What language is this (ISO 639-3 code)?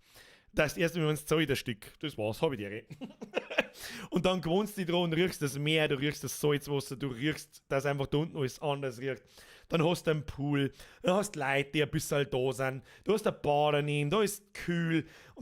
bar